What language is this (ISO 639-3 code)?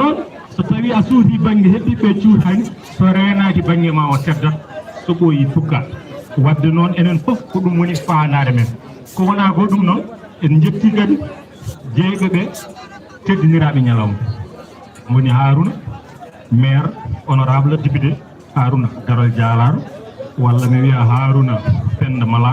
ful